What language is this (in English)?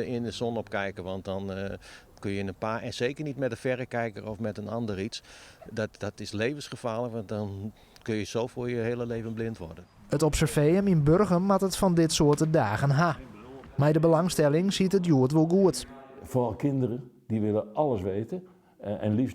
Western Frisian